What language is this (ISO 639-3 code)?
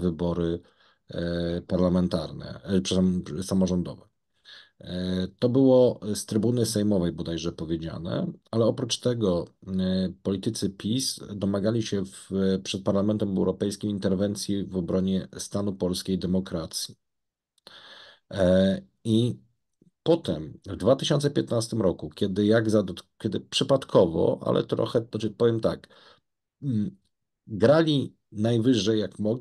pol